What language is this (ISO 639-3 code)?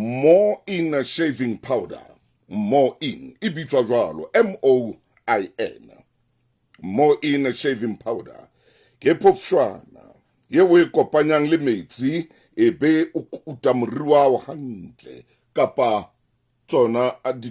sot